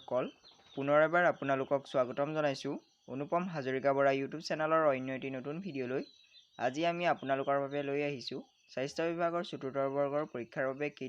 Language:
Assamese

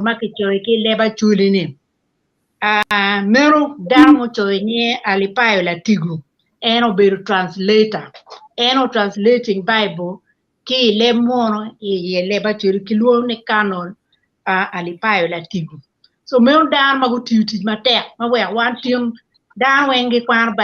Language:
Acoli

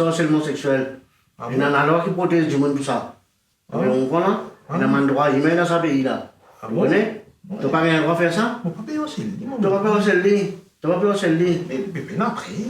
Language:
Morisyen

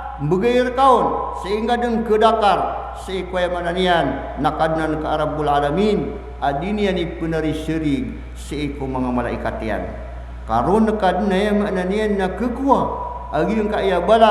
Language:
Maranao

